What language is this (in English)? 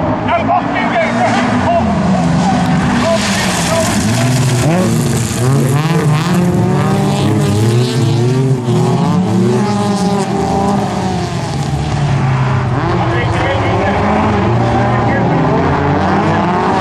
Norwegian